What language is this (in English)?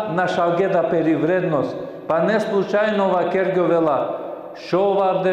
Balkan Romani